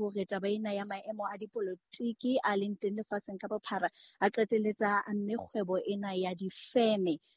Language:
Southern Sotho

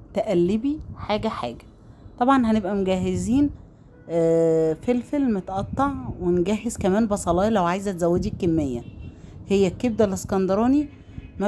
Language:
Egyptian Arabic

